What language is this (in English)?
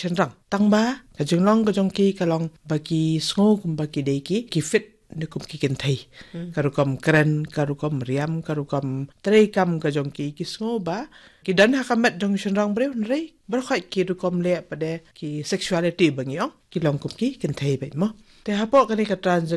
Khasi